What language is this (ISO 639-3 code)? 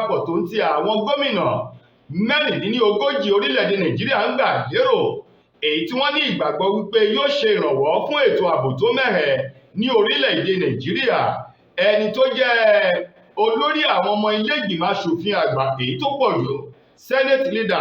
yor